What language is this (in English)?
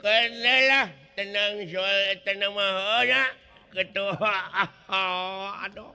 Sundanese